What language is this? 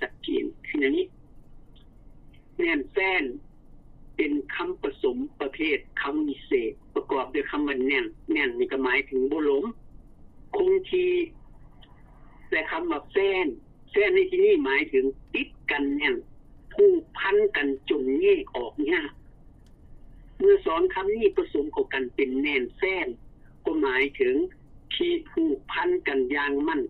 Lao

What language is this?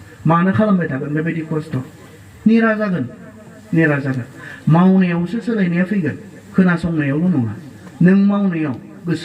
Bodo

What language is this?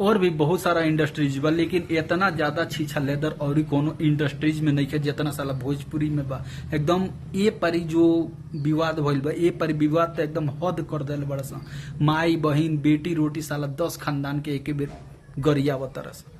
Bhojpuri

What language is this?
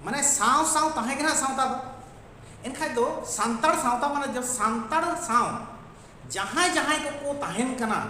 Santali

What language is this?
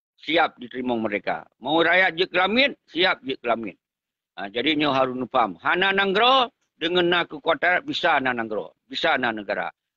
Achinese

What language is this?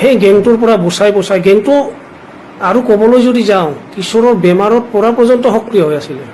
Assamese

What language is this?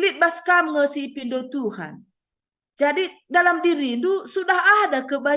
Batak Karo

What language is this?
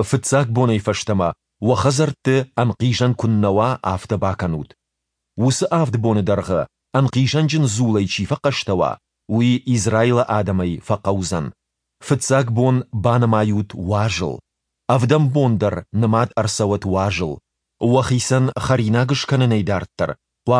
Ossetic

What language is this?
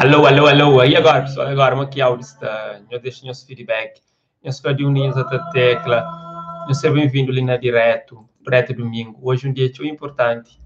Kabuverdianu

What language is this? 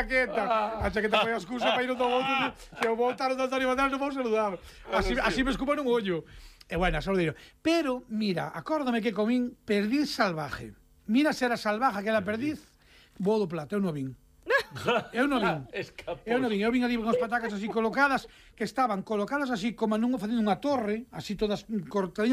Galician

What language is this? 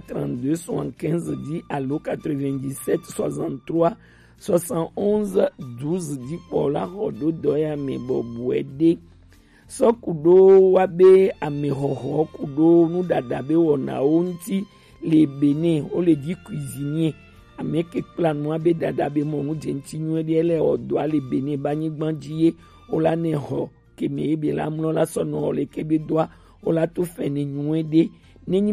Gen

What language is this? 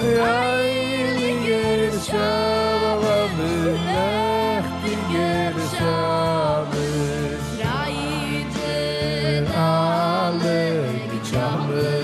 Yiddish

